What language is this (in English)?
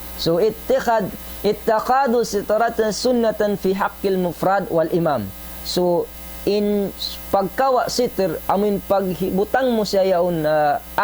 Tausug